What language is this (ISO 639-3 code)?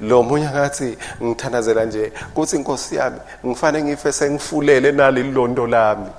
ssw